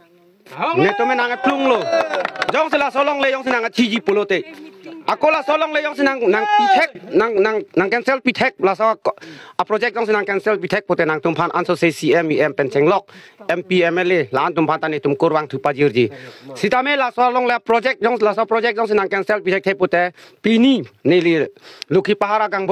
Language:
Karbi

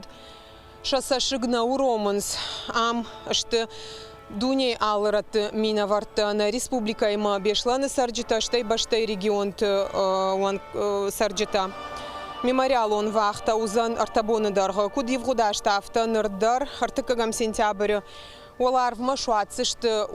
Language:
Ossetic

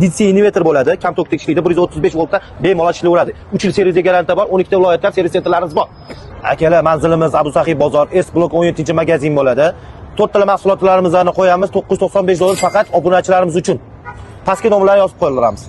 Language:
Uzbek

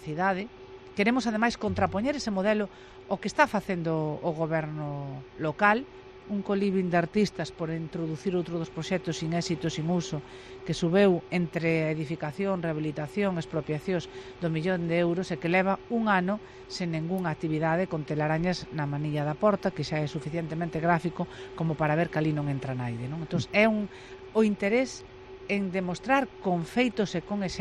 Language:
Galician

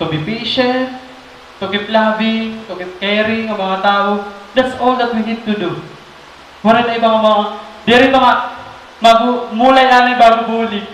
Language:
Waray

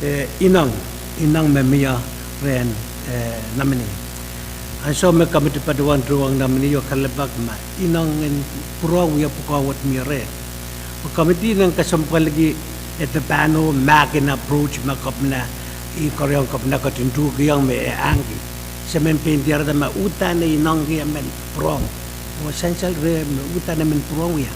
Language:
Pohnpeian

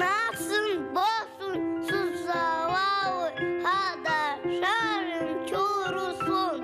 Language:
Crimean Tatar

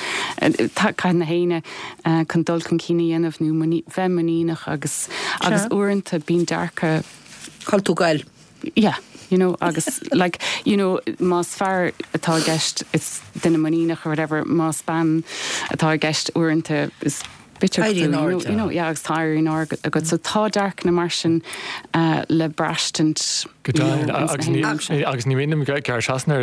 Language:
Irish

